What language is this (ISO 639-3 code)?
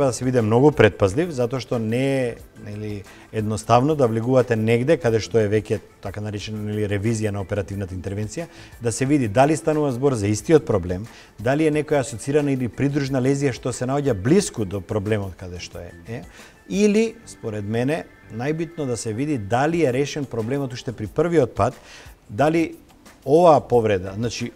mkd